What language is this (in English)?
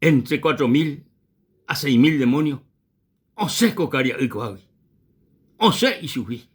Guarani